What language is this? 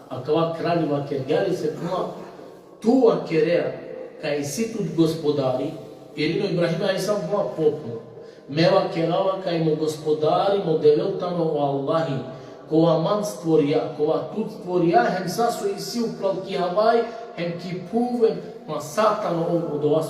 Balkan Romani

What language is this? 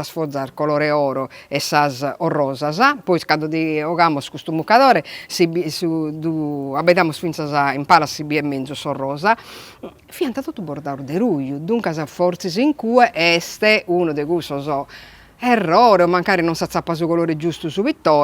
Sardinian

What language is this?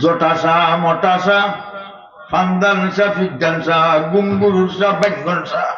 Sylheti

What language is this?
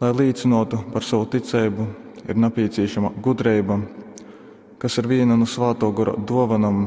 Latgalian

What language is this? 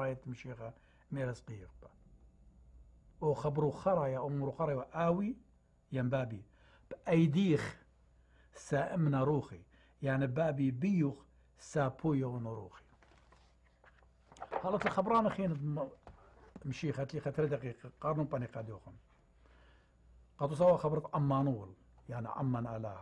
Assyrian Neo-Aramaic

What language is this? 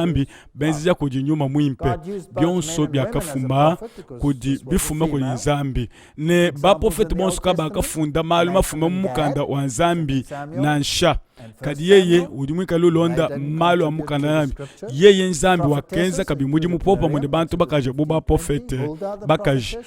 Luba-Lulua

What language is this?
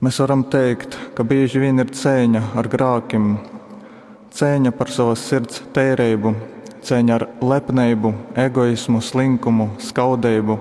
Latgalian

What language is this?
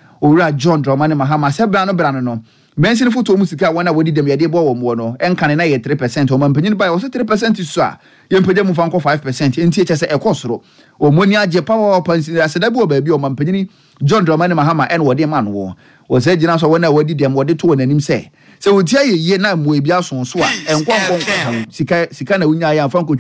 Akan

